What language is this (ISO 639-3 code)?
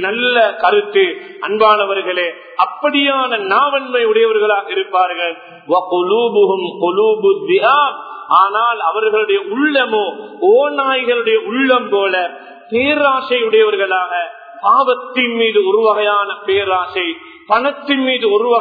tam